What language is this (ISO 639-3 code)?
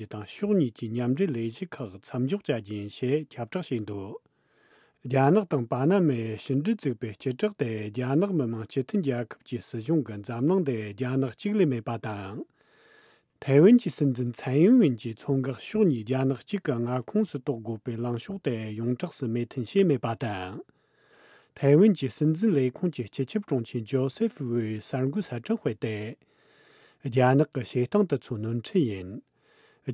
bod